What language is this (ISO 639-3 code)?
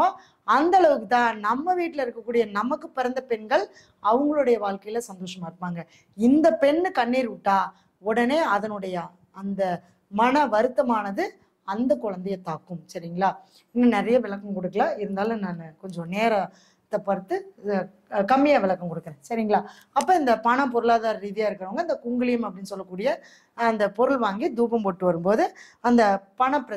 tam